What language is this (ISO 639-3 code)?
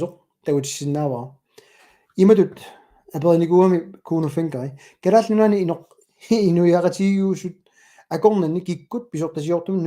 kal